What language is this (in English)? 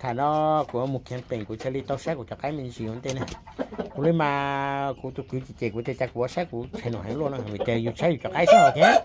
Hmong